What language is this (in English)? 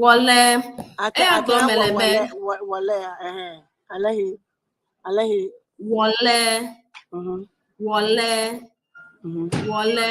Ewe